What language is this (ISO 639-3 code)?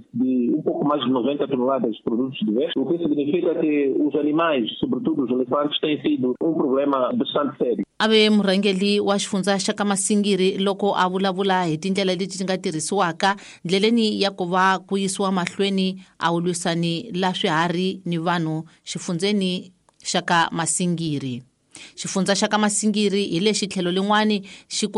tso